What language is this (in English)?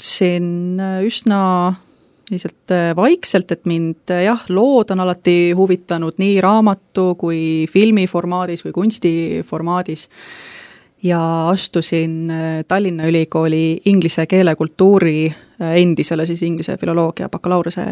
Estonian